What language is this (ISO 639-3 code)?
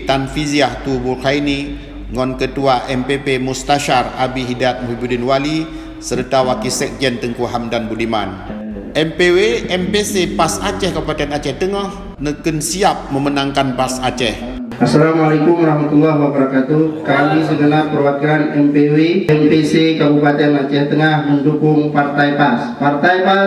ace